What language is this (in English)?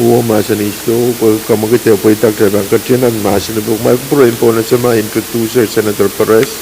Pohnpeian